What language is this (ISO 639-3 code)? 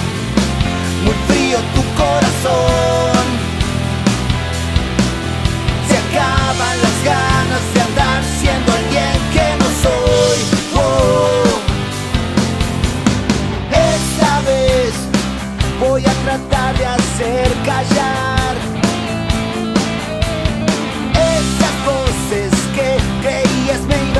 spa